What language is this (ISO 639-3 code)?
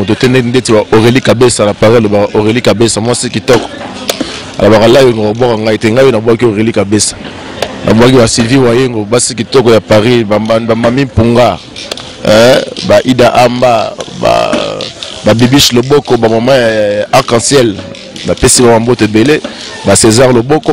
lin